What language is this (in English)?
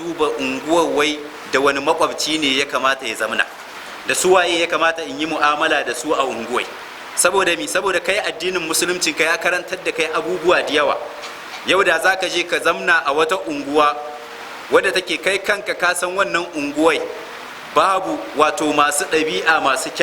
Hausa